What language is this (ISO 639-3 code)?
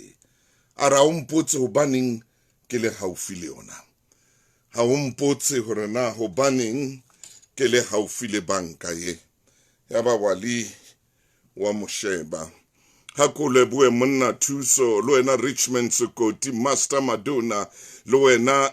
sot